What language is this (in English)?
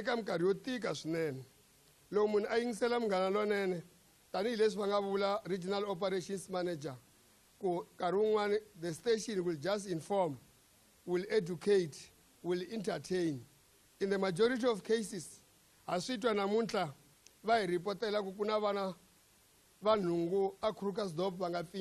Tsonga